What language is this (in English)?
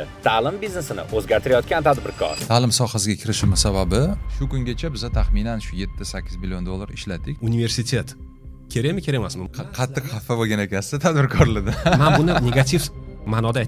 Uzbek